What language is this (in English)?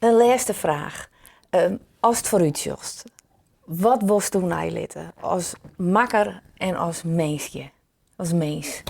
Western Frisian